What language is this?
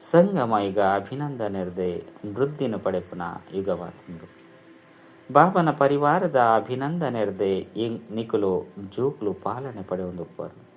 Tulu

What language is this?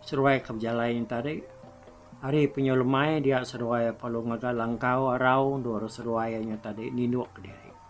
Iban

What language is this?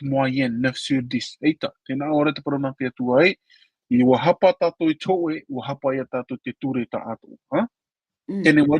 Tahitian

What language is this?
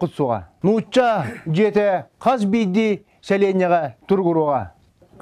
Yakut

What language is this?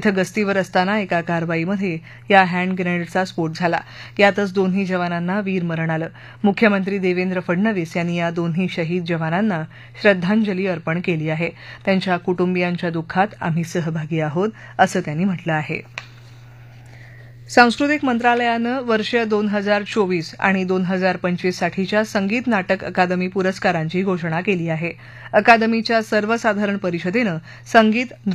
Marathi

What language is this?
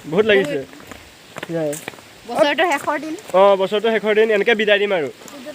Assamese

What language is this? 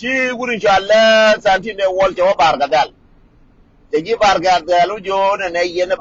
Nuer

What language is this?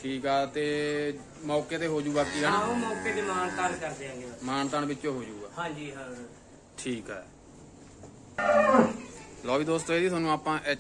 Punjabi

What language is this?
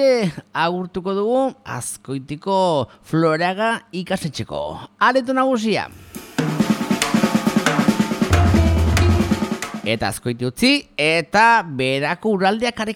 Basque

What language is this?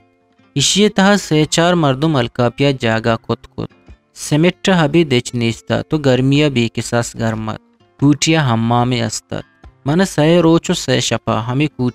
Eastern Balochi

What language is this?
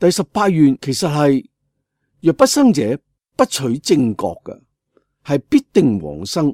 Cantonese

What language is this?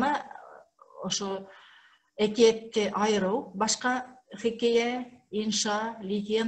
Bashkir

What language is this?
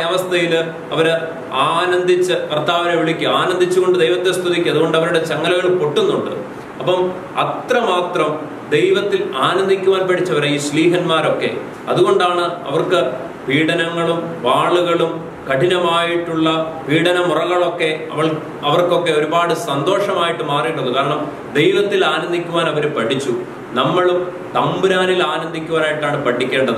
Malayalam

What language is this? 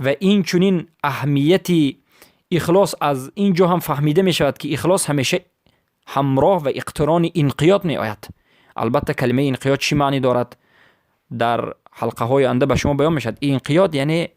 Persian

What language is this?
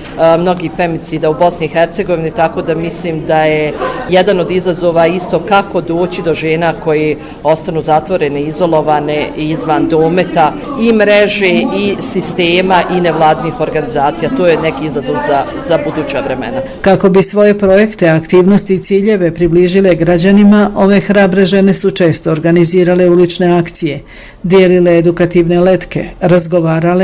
Bosnian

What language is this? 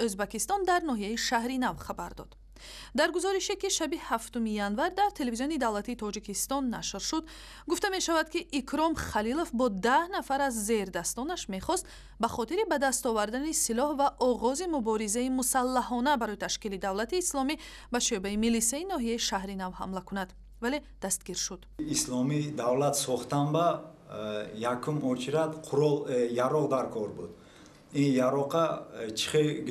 Tajik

